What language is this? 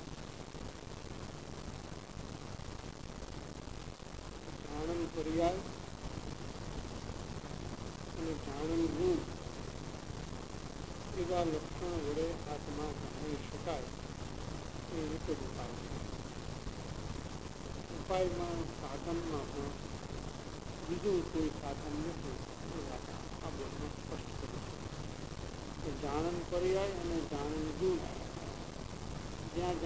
Gujarati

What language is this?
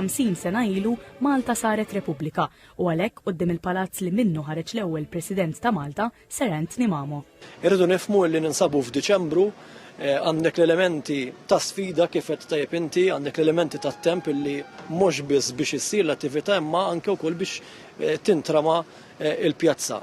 Maltese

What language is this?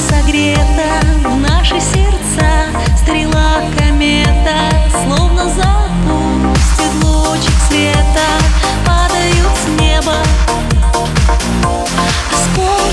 Russian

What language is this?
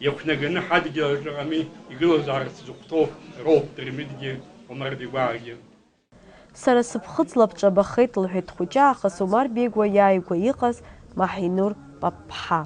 Abkhazian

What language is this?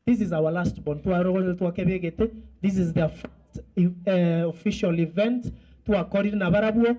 Gusii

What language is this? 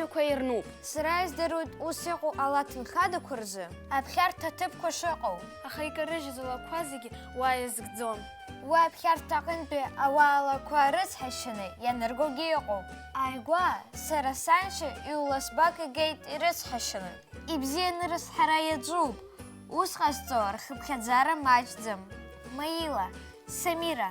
Abkhazian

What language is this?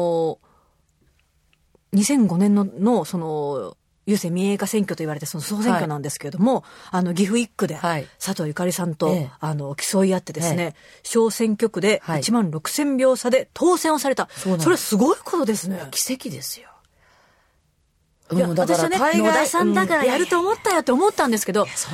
Japanese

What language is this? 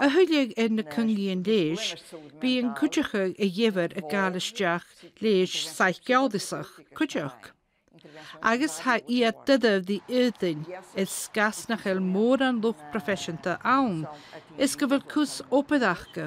Scottish Gaelic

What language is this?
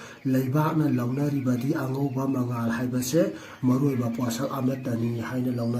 Manipuri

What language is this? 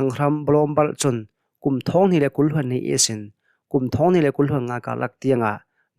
Hakha Chin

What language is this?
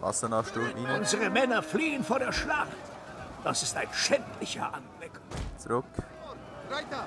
Swiss German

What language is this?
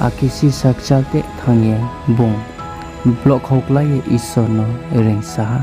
Riang (India)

